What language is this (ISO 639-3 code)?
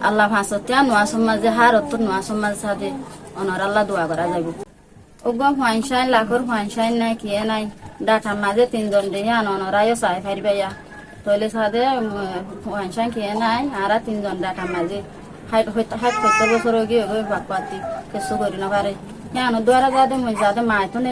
rhg